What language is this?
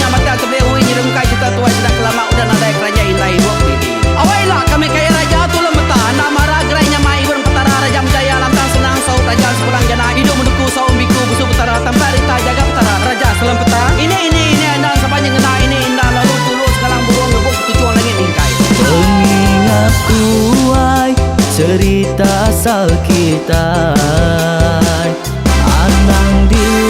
Iban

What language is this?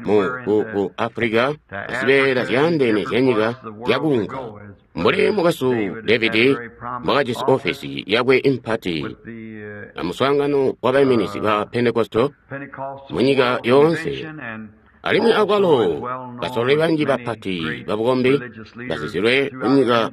Tonga (Zambia)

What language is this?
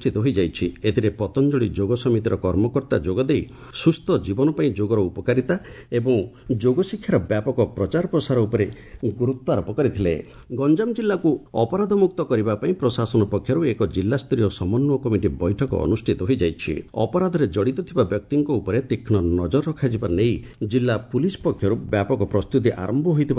Odia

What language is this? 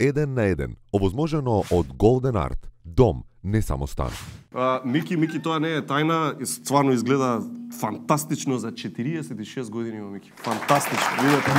Macedonian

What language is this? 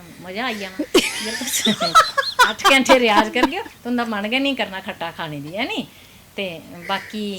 Dogri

